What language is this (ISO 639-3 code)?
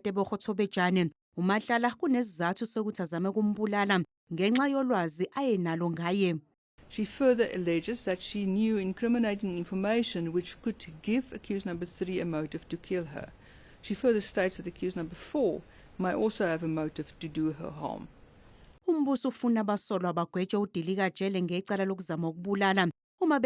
zul